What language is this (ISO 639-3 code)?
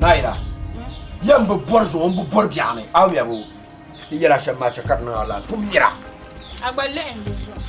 dag